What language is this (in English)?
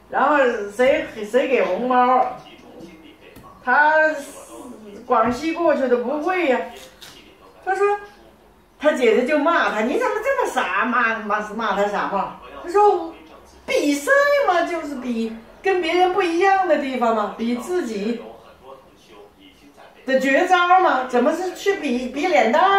Chinese